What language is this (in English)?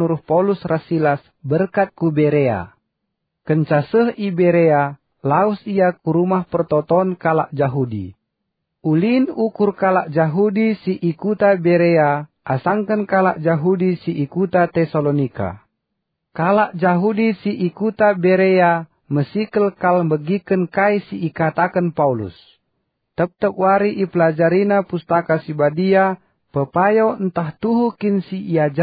Batak Karo